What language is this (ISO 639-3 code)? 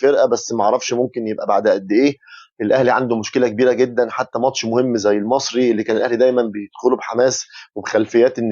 arz